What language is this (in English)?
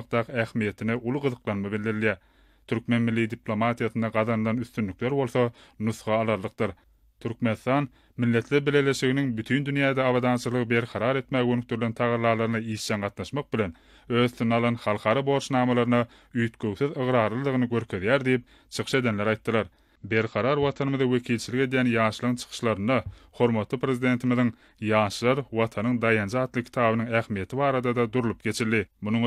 Turkmen